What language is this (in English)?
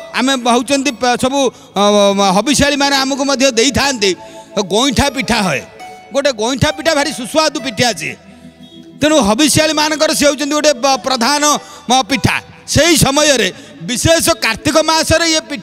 Odia